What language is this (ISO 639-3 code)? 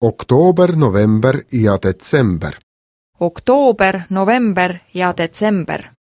est